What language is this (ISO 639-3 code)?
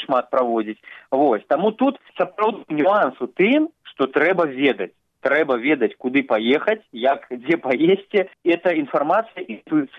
bel